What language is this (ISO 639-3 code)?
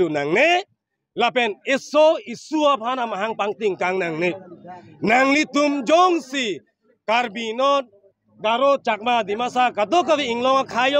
mjw